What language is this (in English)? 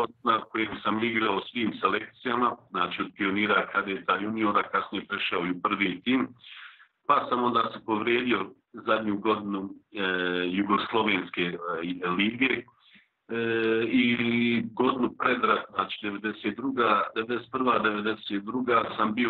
Bosnian